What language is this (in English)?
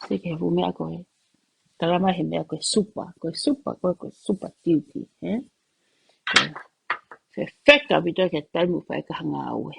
Tongan